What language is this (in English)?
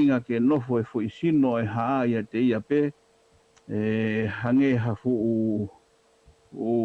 Tongan